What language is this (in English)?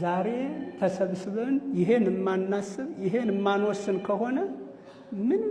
Amharic